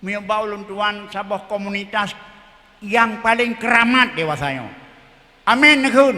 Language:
Achinese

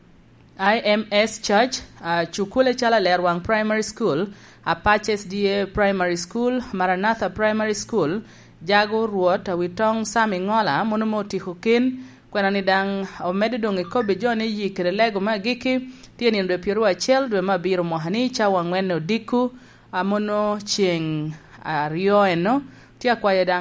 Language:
Lango (Uganda)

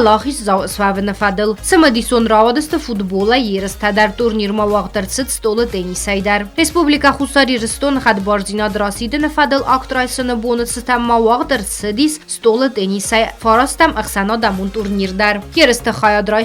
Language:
Ossetic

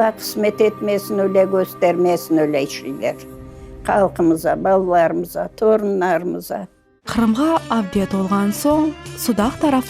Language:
Crimean Tatar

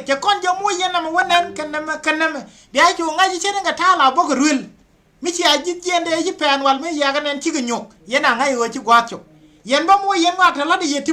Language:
Nuer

